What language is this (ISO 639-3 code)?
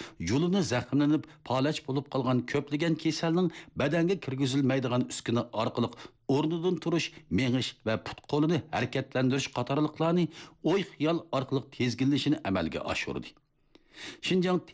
uig